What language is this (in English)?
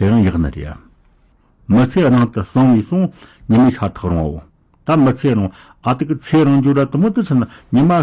Tibetan